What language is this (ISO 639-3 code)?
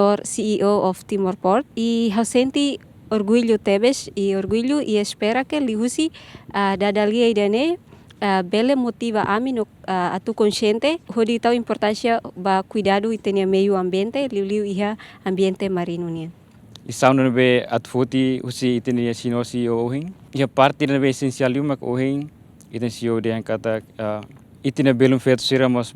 tet